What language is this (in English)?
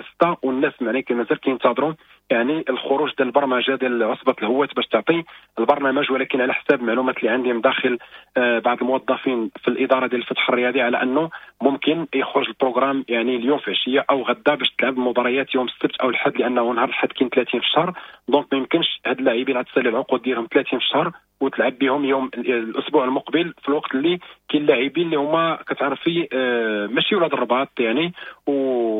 Moroccan Arabic